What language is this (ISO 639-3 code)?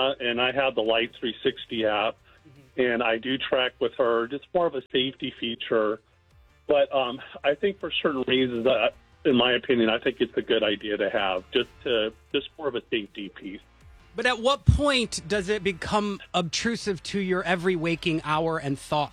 eng